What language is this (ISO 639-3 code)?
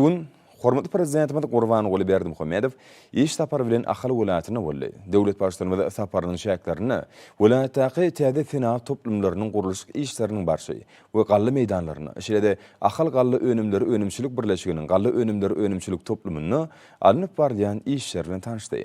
tuk